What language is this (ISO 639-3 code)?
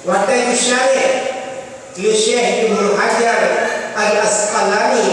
ace